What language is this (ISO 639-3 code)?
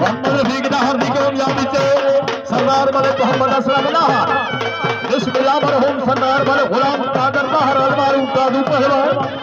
skr